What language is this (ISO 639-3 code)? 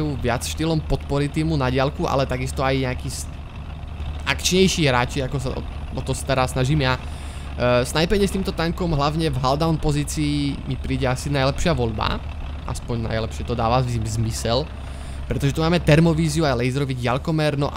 slk